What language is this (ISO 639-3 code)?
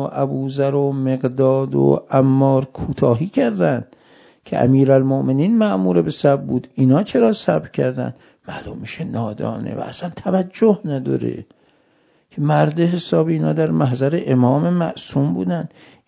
fas